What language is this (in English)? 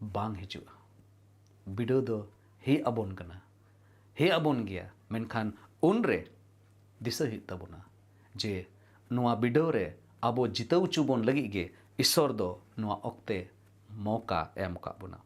Santali